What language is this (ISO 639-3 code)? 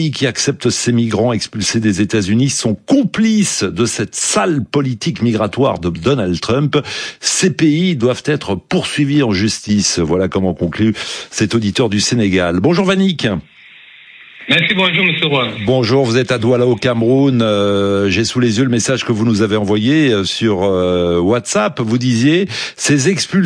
fra